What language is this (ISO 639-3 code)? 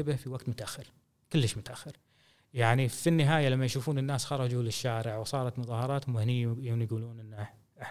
afb